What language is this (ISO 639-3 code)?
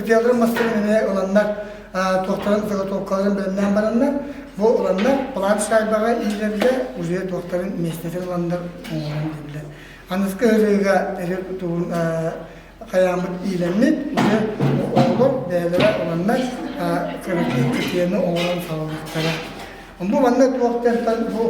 sah